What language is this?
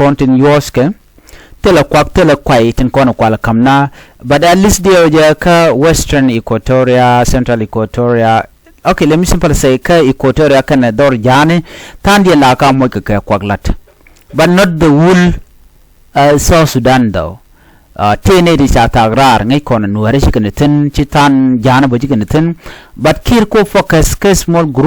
Nuer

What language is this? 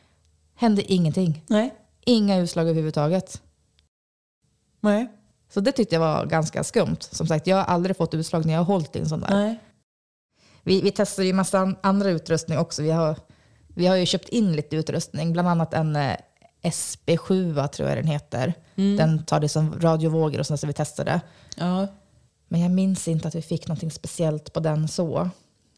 Swedish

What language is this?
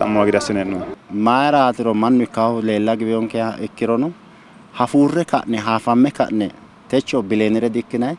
Sidamo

